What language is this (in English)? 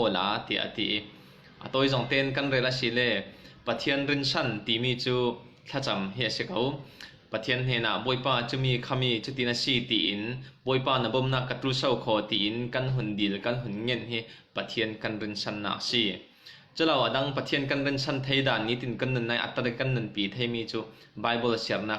Falam Chin